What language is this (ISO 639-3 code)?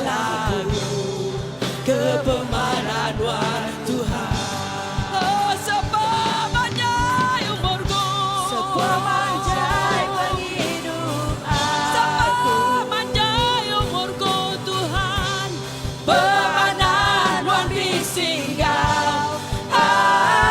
iba